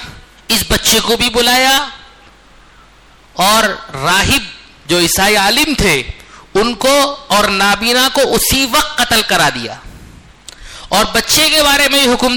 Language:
Urdu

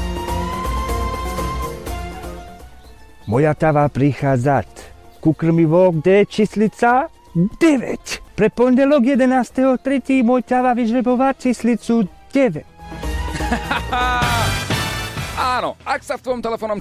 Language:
Slovak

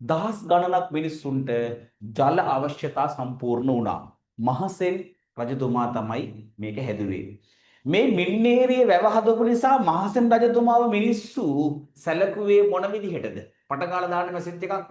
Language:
Sinhala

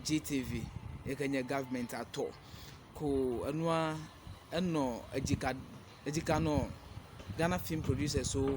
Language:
Ewe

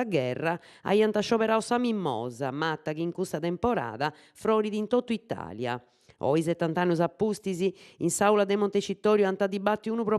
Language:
Sardinian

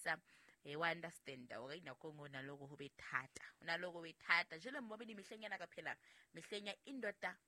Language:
Southern Sotho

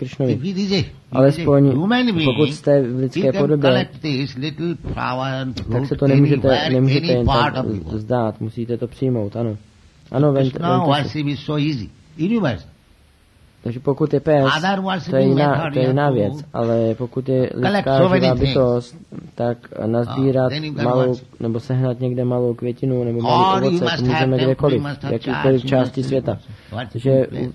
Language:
Czech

